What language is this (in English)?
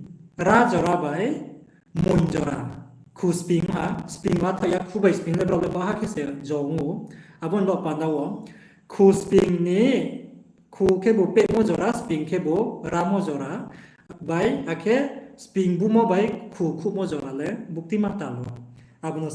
Riang (India)